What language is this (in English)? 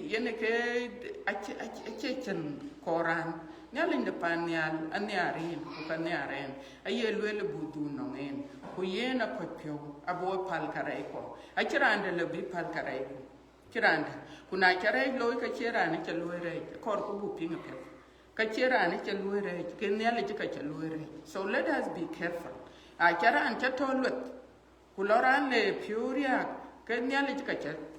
Dinka